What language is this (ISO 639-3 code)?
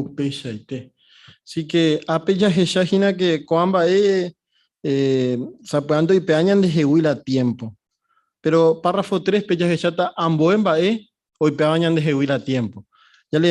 grn